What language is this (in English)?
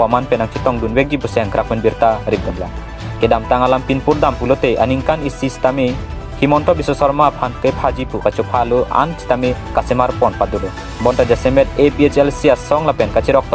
Karbi